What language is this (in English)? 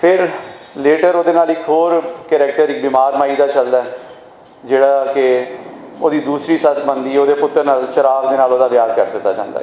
Western Panjabi